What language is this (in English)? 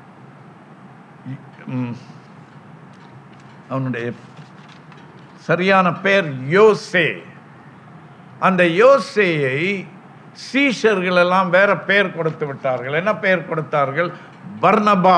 Tamil